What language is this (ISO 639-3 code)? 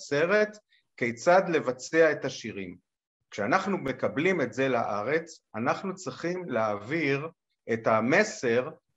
heb